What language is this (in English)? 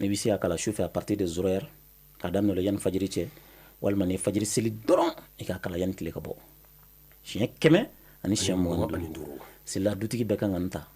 Bambara